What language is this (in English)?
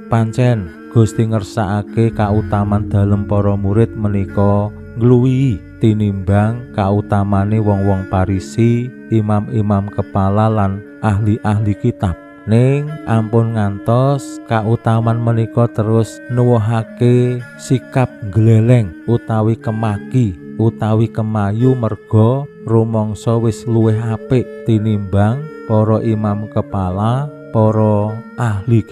Javanese